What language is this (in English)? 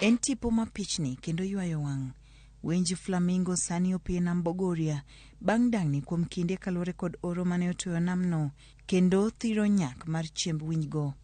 Luo (Kenya and Tanzania)